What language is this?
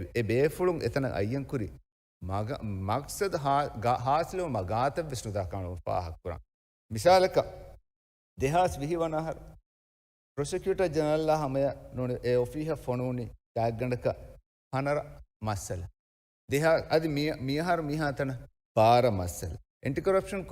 Divehi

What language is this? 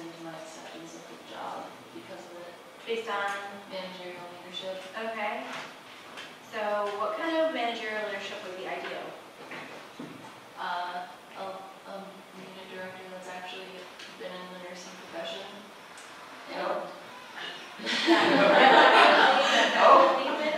English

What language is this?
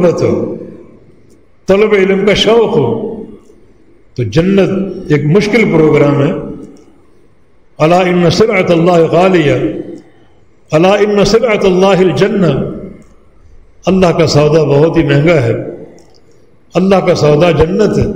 Urdu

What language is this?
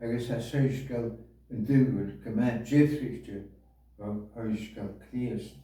Scottish Gaelic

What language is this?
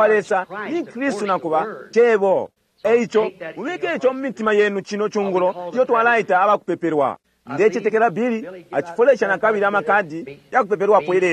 Bemba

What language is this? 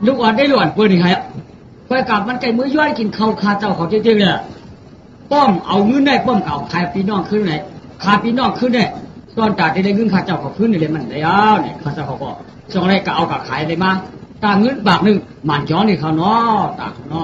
Shan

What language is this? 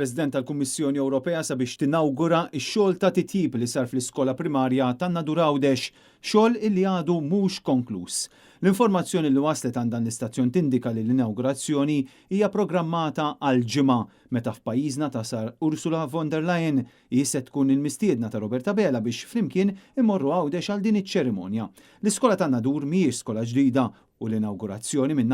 Maltese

